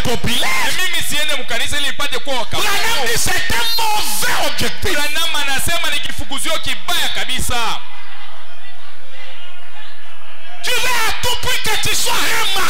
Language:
Swahili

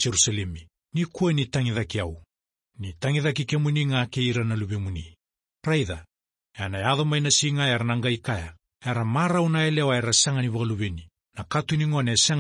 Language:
Fijian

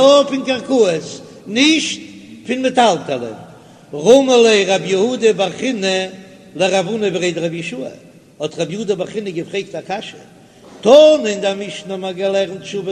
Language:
Yiddish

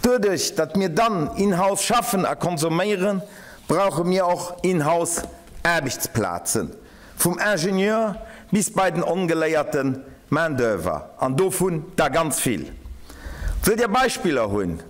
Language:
Luxembourgish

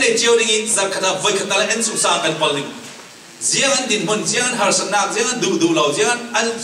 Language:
Falam Chin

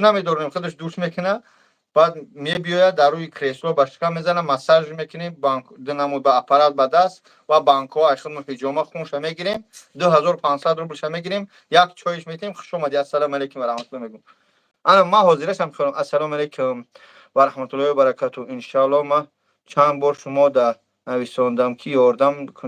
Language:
Tajik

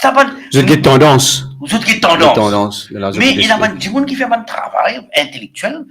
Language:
Morisyen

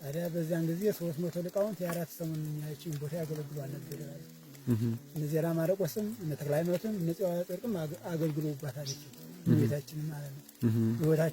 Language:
Amharic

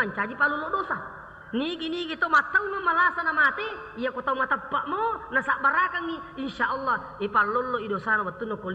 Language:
Buginese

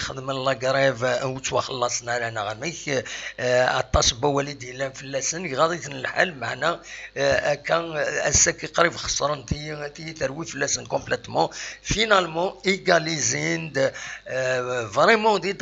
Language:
Kabyle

